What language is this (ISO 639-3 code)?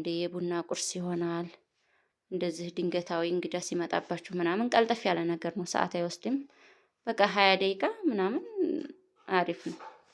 amh